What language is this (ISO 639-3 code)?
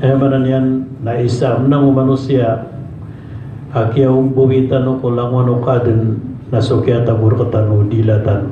mrw